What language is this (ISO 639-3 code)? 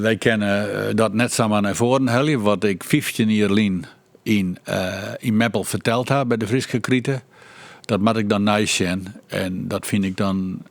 fry